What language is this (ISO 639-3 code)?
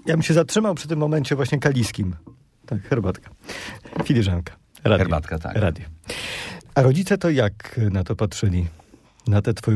pol